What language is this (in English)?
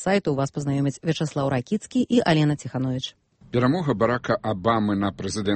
Belarusian